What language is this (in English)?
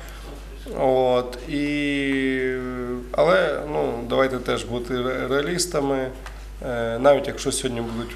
Ukrainian